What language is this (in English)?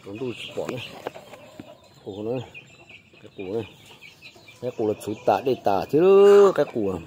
Hmong